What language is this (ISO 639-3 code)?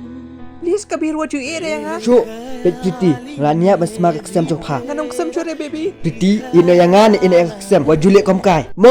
kha